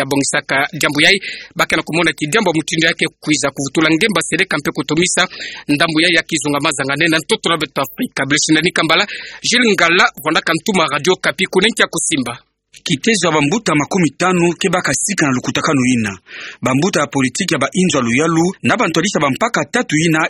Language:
Kituba (Democratic Republic of Congo)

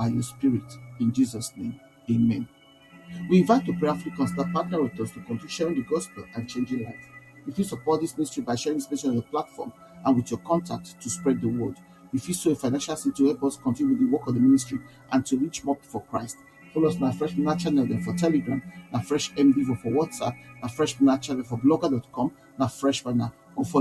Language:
Nigerian Pidgin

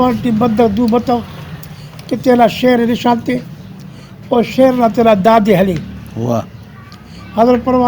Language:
Brahui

